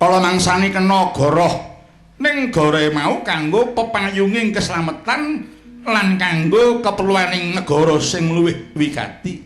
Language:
Javanese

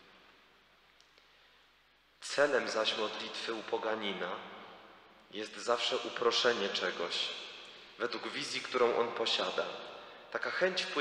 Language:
Polish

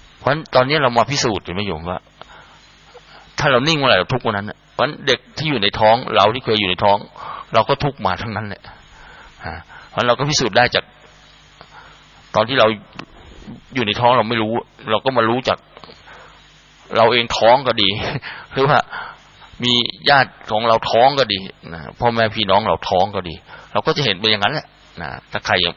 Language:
Thai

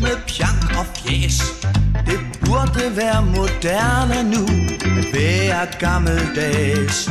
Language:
Danish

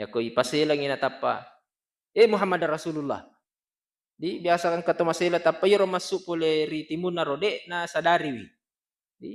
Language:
Buginese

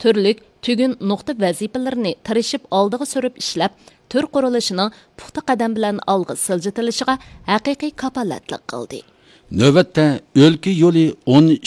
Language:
Uyghur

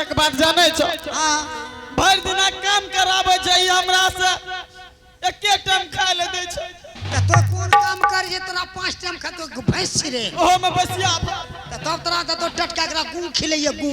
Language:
Angika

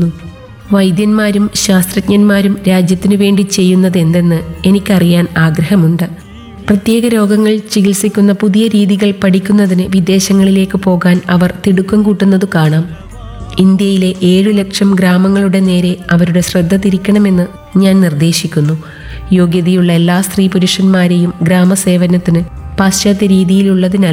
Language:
Malayalam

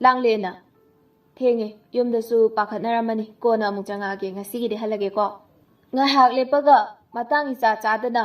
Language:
Manipuri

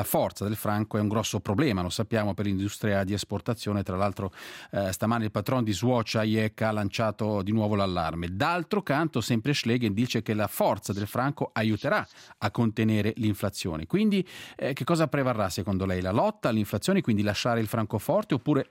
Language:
Italian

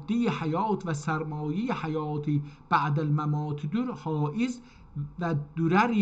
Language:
South Azerbaijani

